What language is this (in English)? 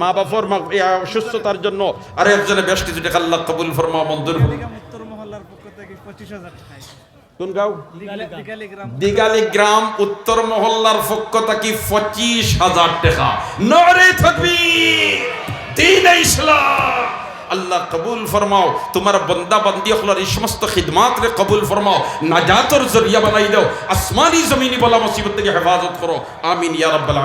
Sylheti